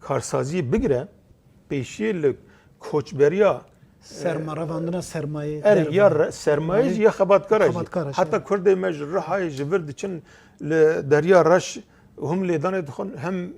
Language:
Kurdish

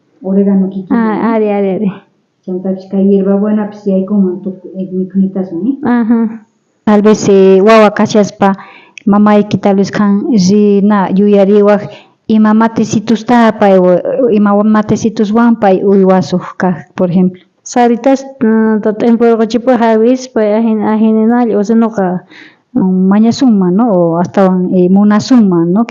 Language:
South Bolivian Quechua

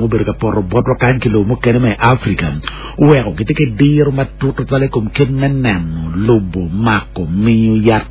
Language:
Acoli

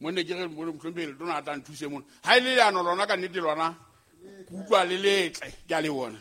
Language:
Southern Sotho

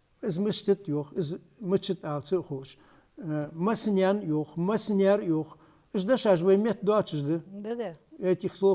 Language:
Ingush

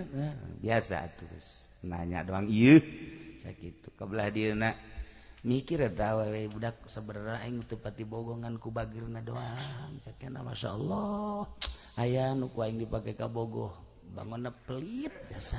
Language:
Sundanese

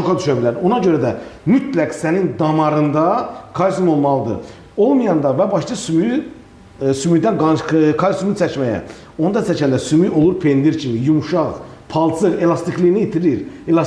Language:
Azerbaijani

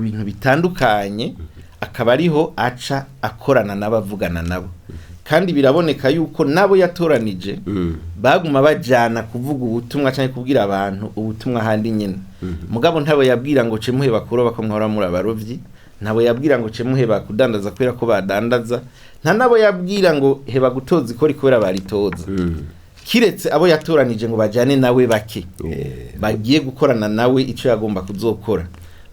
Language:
Rundi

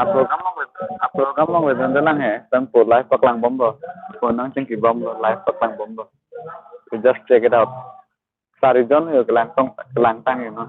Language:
Karbi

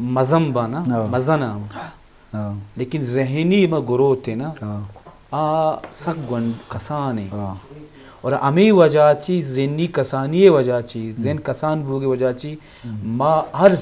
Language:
Eastern Balochi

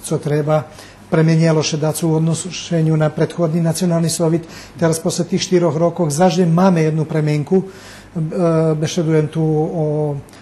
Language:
Rusyn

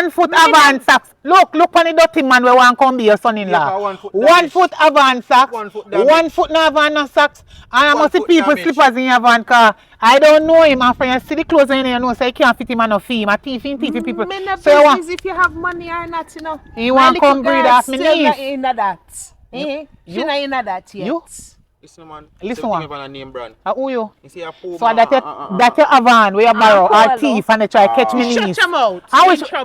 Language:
Jamaican Creole English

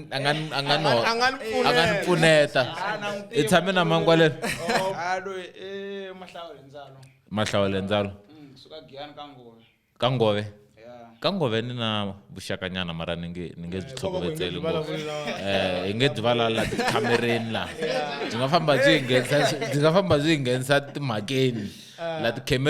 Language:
Tsonga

